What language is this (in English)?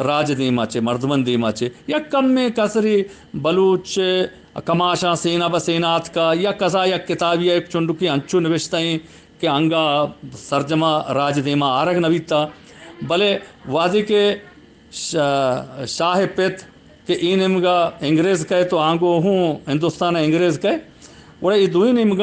Eastern Balochi